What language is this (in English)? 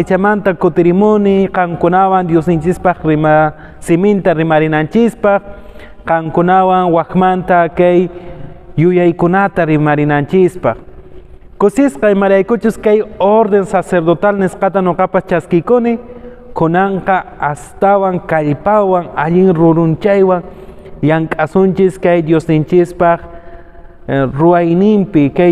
Quechua